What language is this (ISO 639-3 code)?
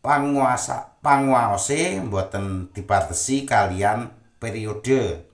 jav